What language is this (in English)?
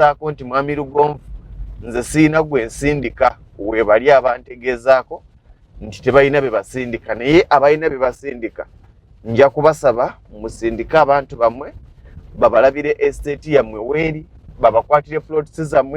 Ganda